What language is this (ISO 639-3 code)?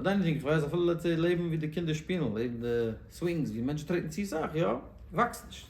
yid